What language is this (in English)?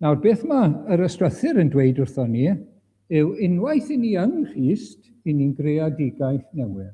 Welsh